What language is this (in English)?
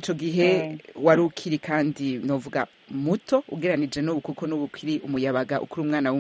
Kinyarwanda